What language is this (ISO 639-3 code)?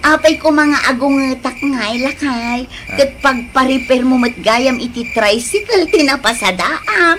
ilo